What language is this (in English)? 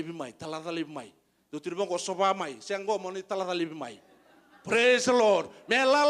Fijian